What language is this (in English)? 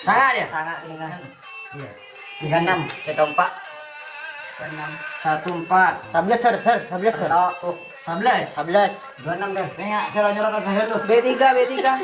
Madurese